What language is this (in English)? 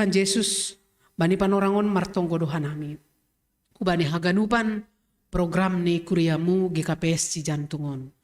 Batak Simalungun